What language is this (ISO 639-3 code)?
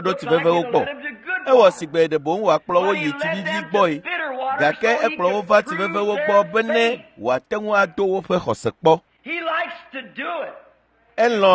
ewe